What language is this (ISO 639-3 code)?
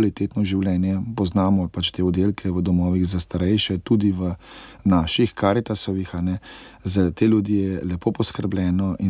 slv